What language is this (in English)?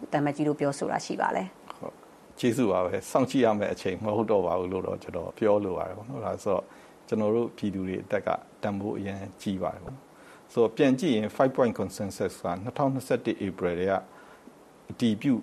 Burmese